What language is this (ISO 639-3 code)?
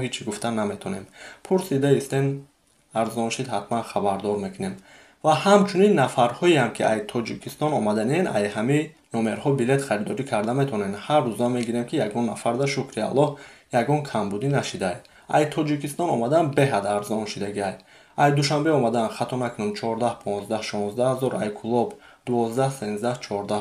tgk